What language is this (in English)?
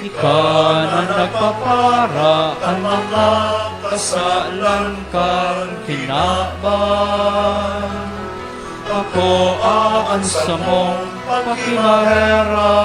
Bikol